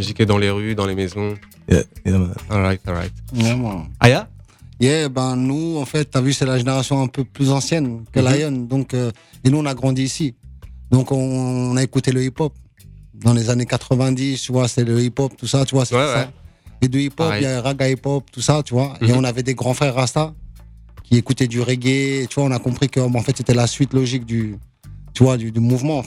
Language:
French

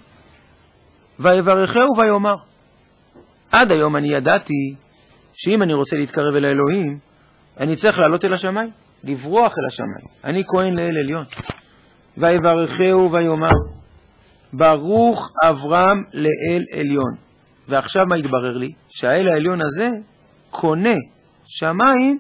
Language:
Hebrew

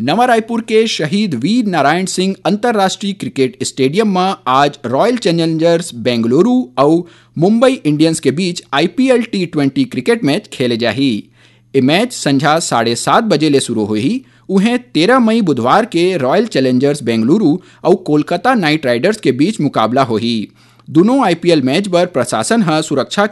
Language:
Chhattisgarhi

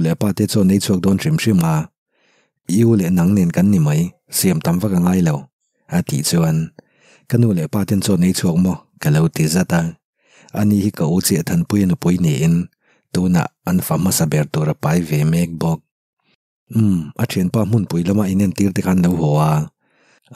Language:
Mizo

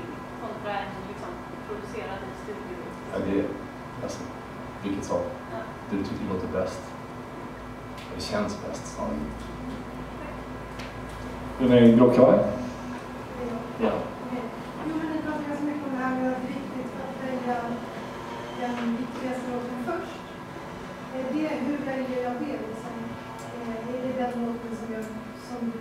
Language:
Swedish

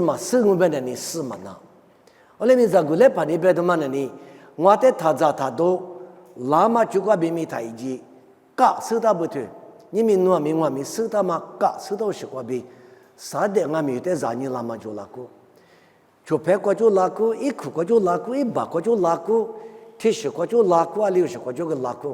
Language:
Lisu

